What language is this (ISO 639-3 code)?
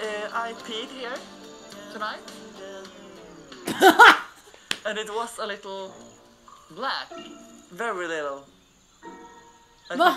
swe